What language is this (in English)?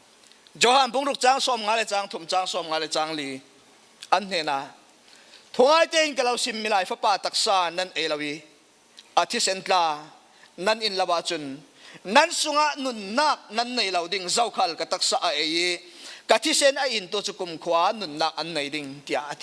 Falam Chin